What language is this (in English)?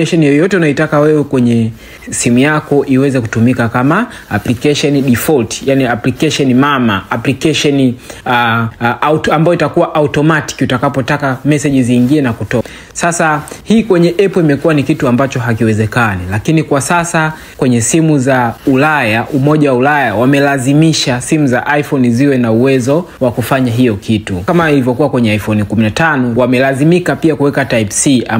Swahili